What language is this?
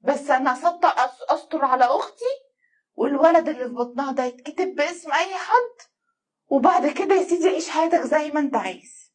Egyptian Arabic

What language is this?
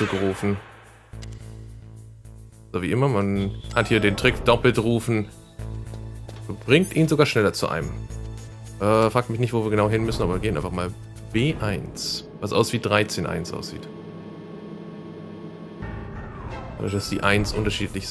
German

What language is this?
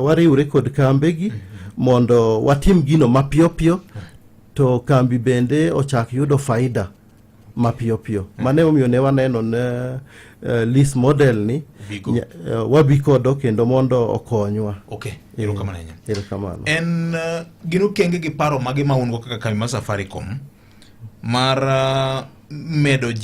Luo (Kenya and Tanzania)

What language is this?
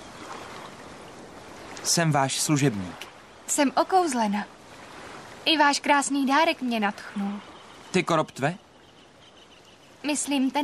Czech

